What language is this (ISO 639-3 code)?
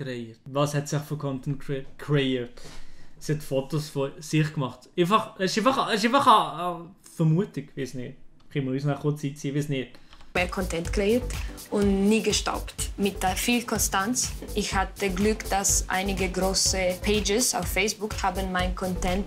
gsw